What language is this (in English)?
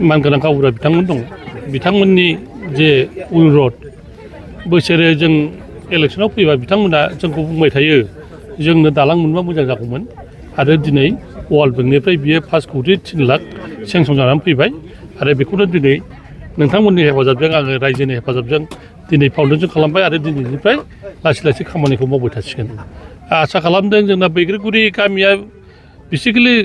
Bodo